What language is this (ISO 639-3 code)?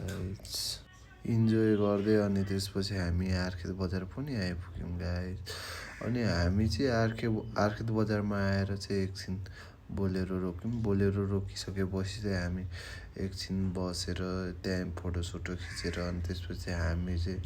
nep